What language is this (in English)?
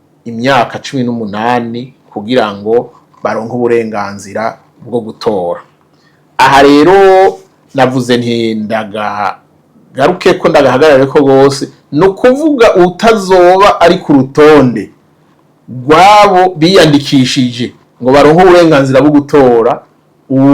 Rundi